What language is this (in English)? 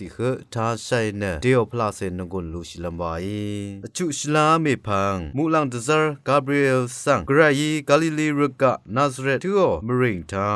Rawang